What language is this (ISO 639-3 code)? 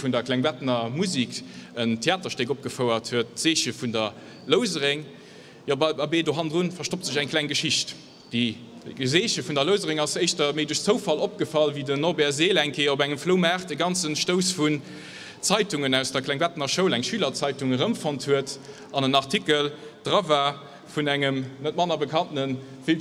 ltz